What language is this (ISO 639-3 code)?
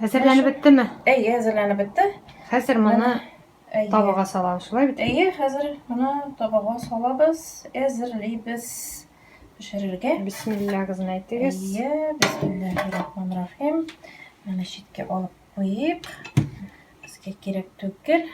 tat